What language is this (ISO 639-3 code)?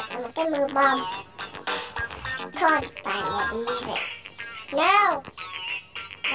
vie